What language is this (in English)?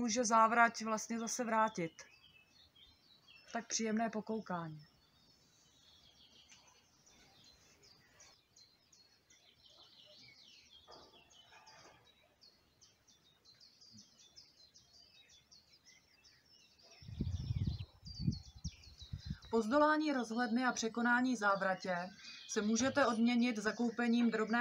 Czech